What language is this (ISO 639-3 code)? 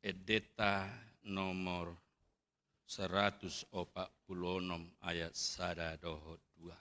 bbc